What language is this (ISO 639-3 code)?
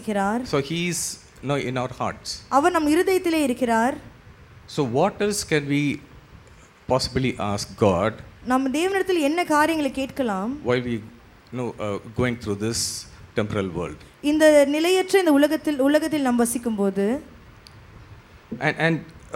tam